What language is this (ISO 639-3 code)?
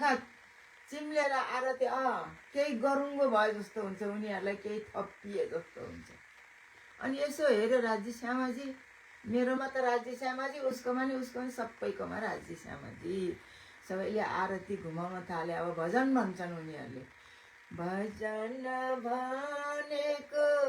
nep